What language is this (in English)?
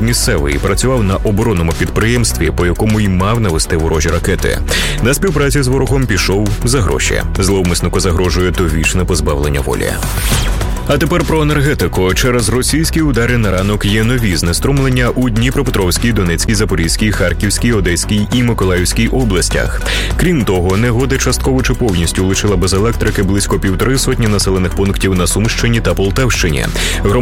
Ukrainian